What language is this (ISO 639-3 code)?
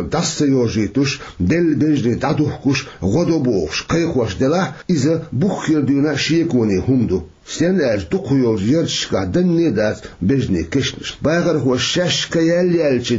che